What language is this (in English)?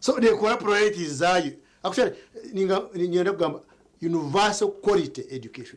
Nyankole